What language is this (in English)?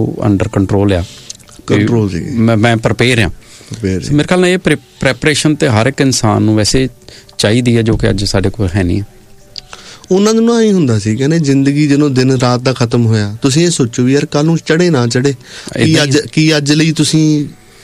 Punjabi